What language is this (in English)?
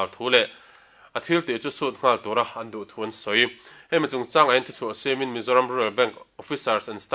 Mizo